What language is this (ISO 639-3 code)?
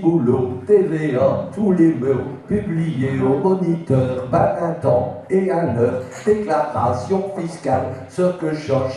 pcd